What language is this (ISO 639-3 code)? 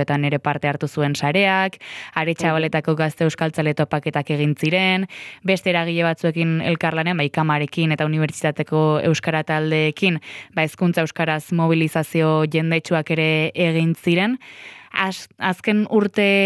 eus